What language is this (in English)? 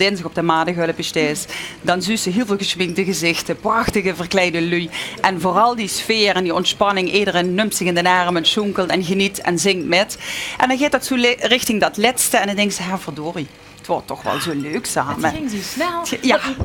Limburgish